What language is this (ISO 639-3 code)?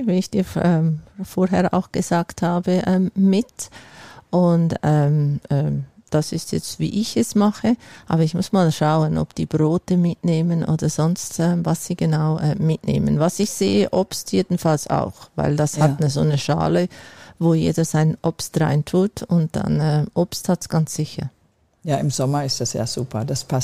deu